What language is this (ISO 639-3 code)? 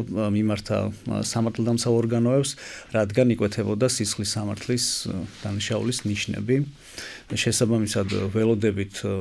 kat